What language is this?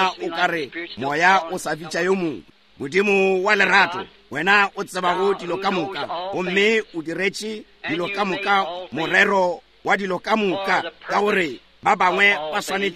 Northern Sotho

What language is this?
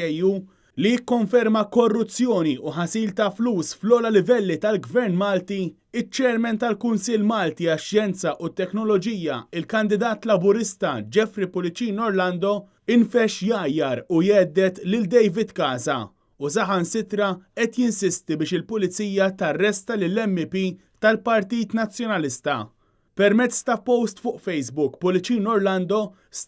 Maltese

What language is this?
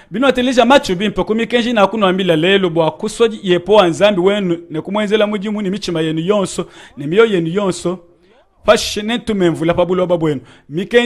Luba-Lulua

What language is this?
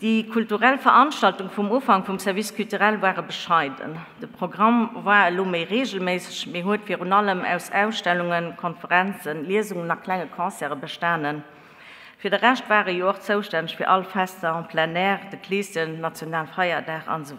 Luxembourgish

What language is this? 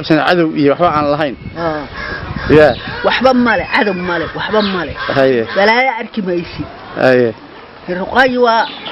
Somali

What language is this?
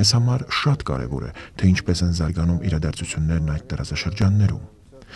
Armenian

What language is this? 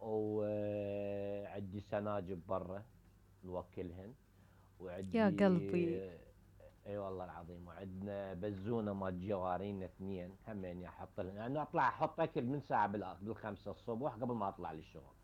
Mesopotamian Arabic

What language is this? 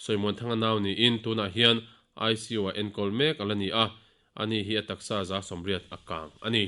Mizo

